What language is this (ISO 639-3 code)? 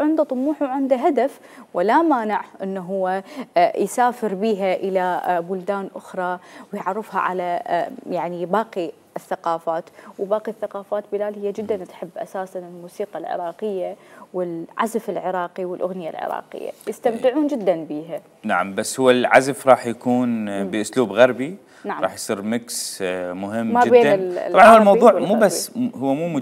acm